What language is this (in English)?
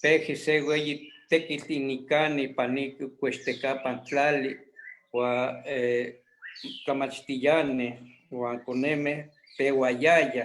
Eastern Huasteca Nahuatl